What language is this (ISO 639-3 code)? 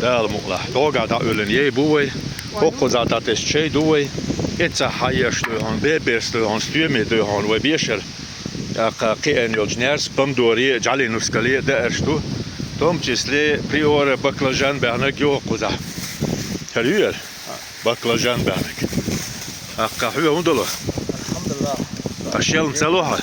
che